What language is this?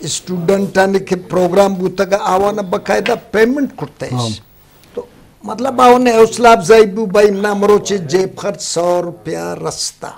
Eastern Balochi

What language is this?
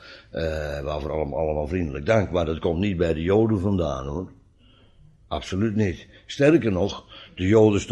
Dutch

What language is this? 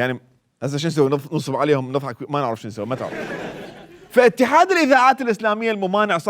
Mesopotamian Arabic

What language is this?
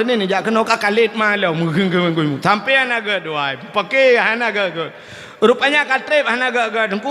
Achinese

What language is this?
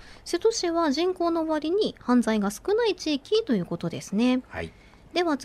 Japanese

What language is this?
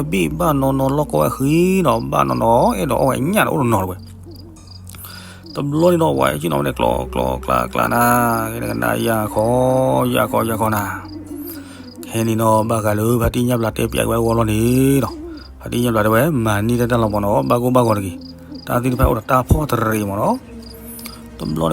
S'gaw Karen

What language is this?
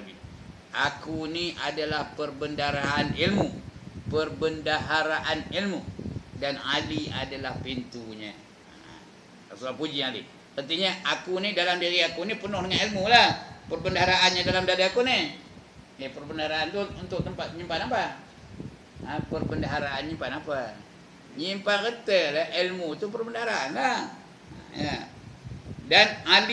Malay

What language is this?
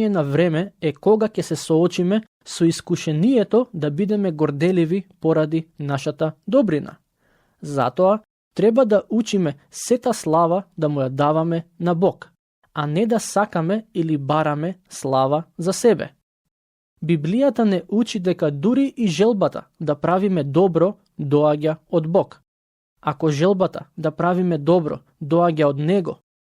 Macedonian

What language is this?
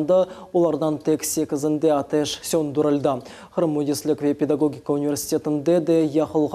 Crimean Tatar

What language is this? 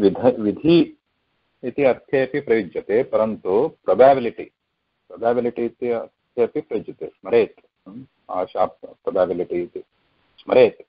Sanskrit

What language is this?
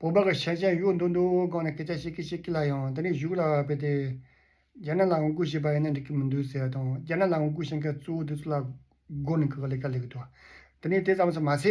Tibetan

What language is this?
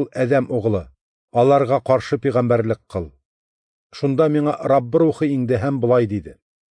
Tatar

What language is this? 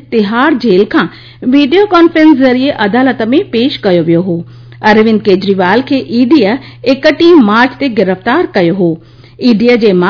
Sindhi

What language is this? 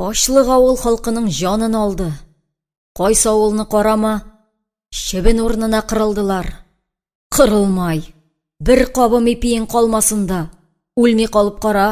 Tatar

